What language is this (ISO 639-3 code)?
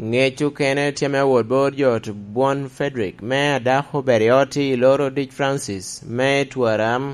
laj